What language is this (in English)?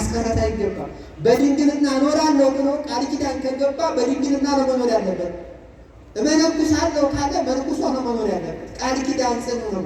Amharic